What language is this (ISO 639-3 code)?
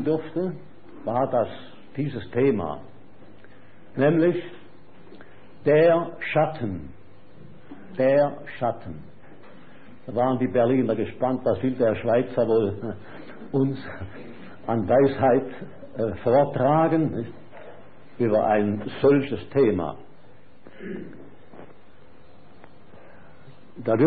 deu